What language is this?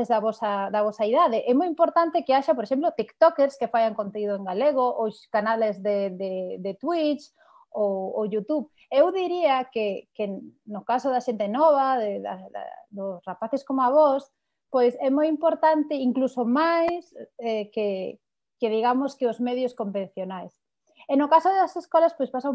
Galician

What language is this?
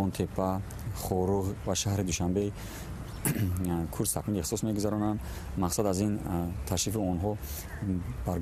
Tajik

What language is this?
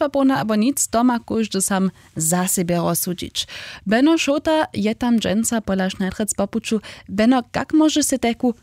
Upper Sorbian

